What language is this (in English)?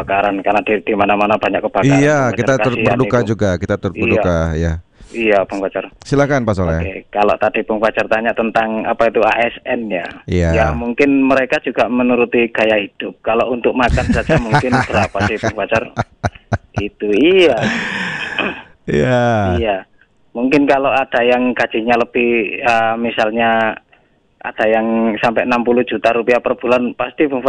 Indonesian